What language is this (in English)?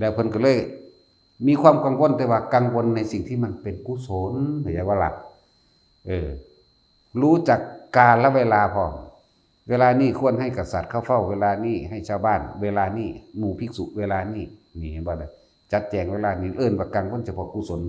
Northeastern Thai